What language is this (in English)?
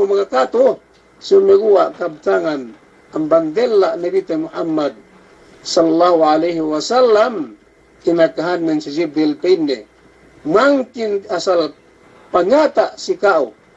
Yakan